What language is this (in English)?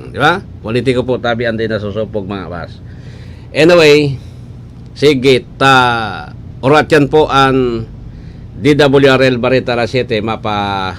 Bikol